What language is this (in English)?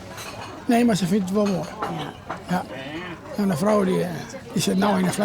Western Frisian